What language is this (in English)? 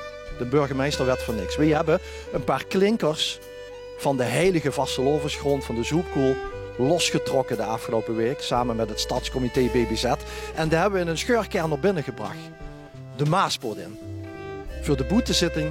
Limburgish